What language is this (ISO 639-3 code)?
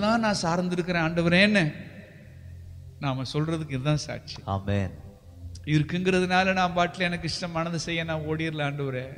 tam